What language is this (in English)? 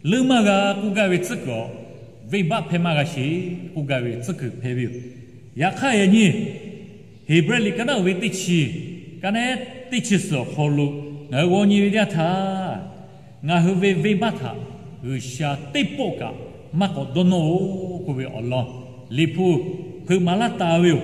Lahu